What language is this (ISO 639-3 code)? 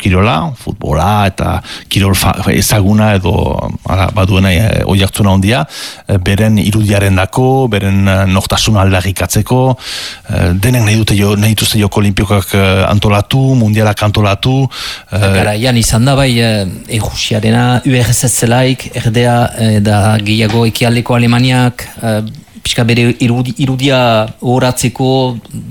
eus